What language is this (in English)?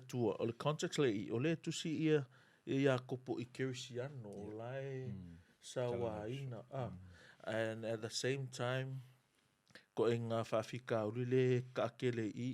Samoan